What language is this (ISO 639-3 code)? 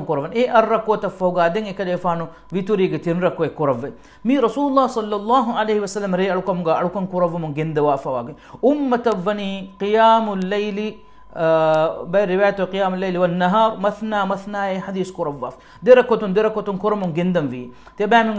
div